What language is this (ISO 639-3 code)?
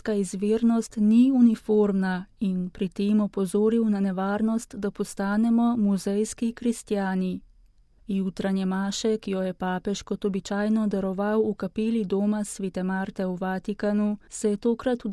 slv